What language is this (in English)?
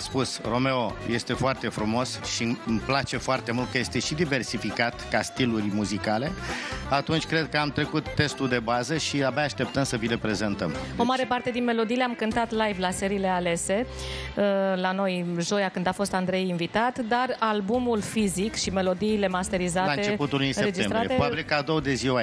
Romanian